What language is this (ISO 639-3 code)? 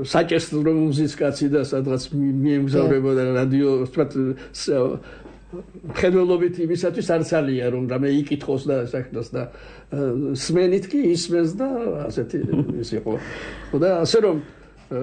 kat